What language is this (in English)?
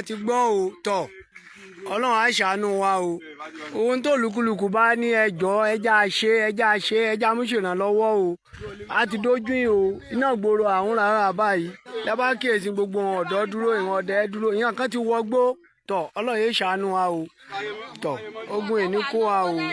Yoruba